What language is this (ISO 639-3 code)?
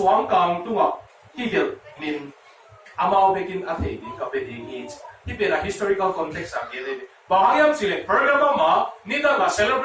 ctd